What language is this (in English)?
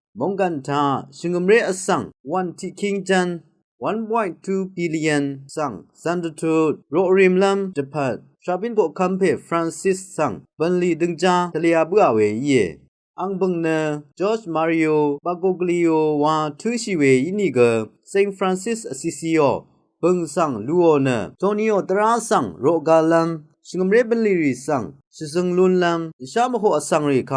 Rawang